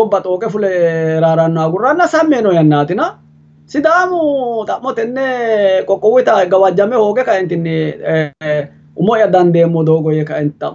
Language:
Sidamo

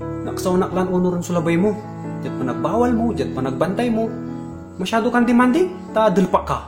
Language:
Pangasinan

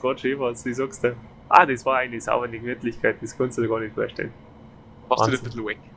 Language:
Bavarian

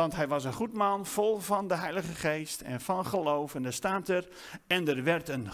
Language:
Dutch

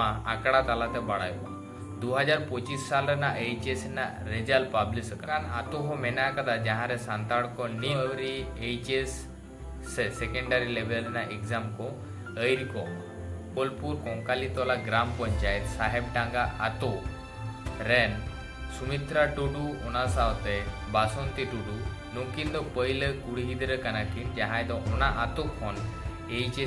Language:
Santali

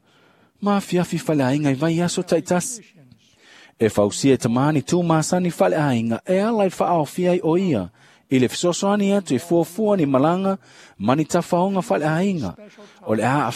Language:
Samoan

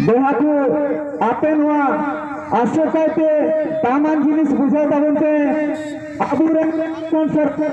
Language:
Santali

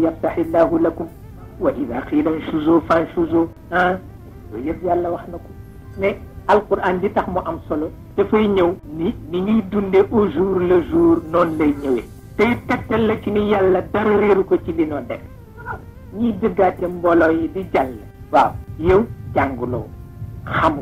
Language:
Wolof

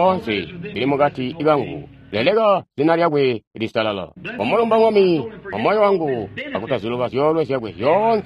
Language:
Tonga (Zambia)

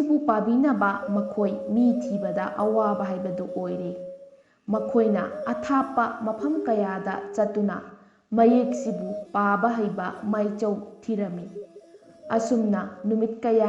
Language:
Manipuri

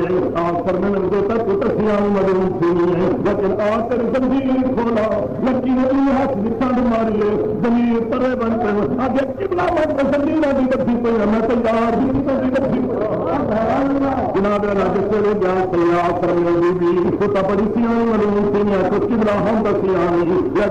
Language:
Saraiki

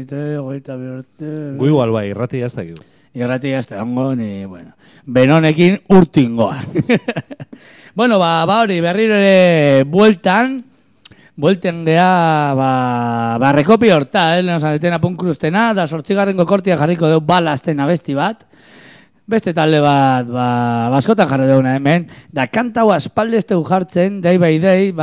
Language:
Basque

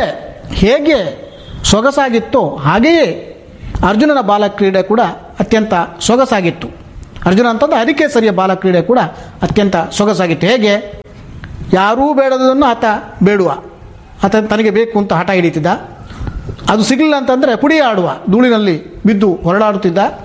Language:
Kannada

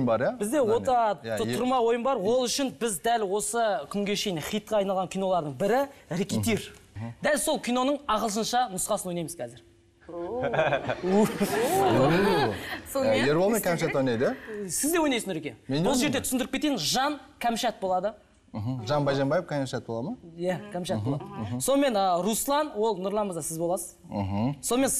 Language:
Kazakh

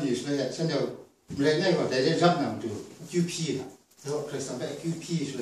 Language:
Kachin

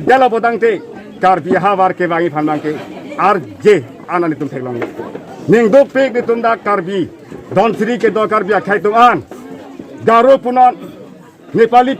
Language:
Karbi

